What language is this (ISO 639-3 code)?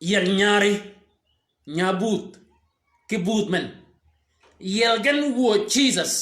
shk